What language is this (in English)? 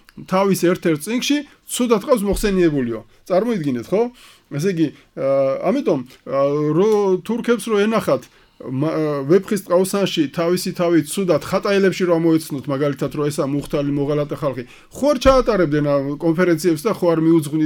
Georgian